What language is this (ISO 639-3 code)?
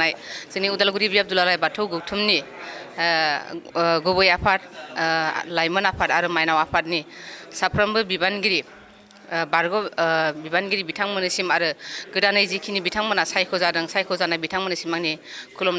brx